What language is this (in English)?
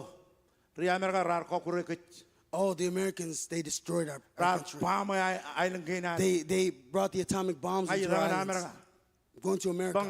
Marshallese